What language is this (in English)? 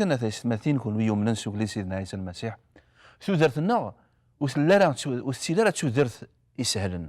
Kabyle